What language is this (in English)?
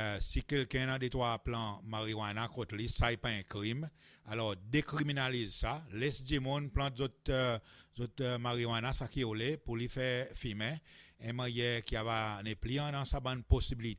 Seselwa Creole French